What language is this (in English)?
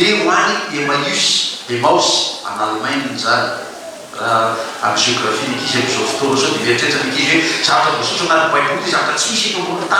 Malagasy